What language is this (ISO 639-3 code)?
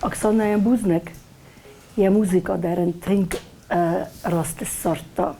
oss